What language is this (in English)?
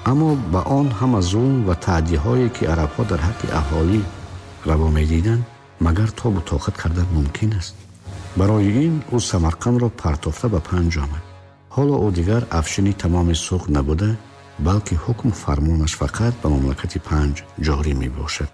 Tajik